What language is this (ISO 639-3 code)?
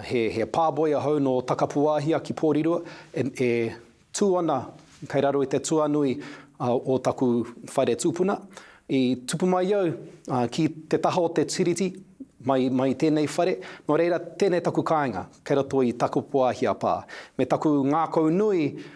mri